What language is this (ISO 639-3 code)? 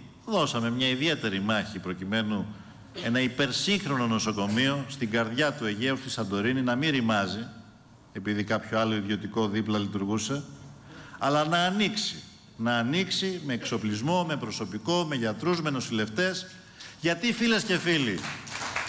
ell